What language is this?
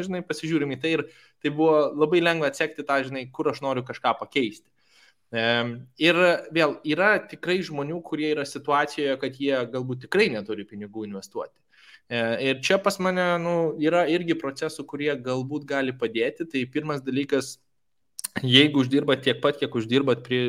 Lithuanian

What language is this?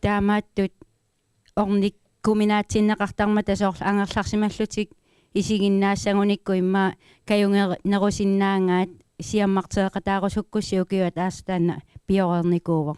Kalaallisut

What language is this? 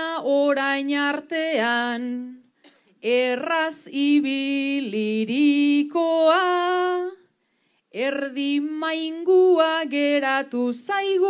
Basque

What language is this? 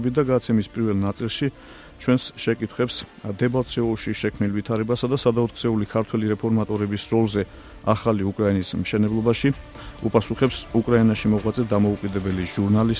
Georgian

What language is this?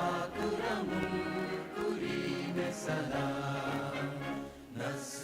Divehi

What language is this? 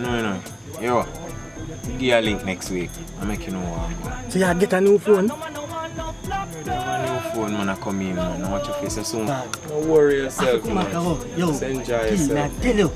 Jamaican Creole English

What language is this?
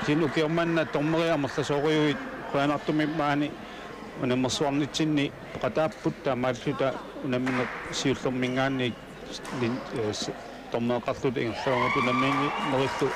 Kalaallisut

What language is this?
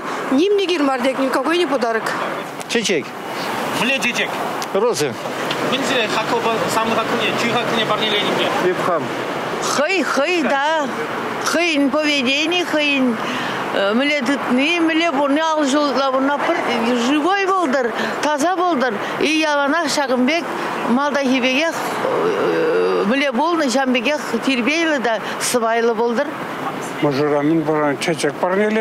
Chuvash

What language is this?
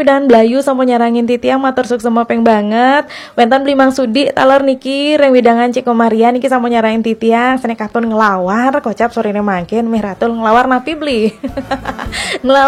Balinese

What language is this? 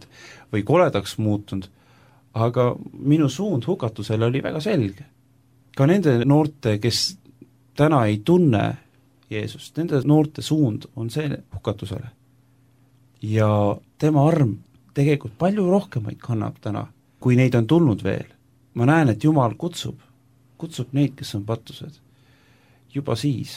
Estonian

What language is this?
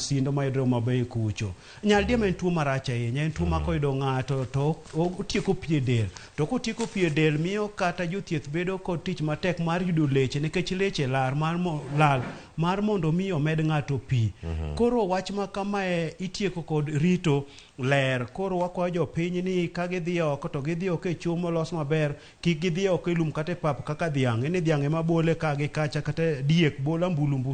Luo (Kenya and Tanzania)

